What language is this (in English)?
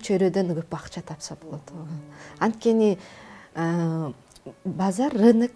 Kyrgyz